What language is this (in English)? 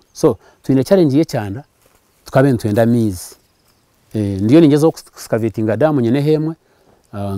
Nyankole